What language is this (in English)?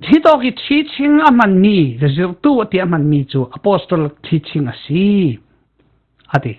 Falam Chin